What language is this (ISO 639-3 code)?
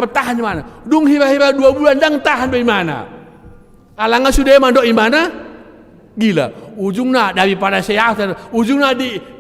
bbc